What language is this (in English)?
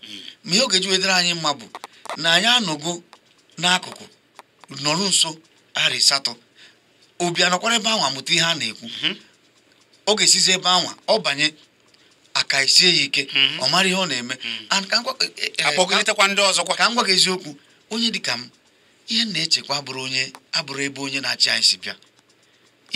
Igbo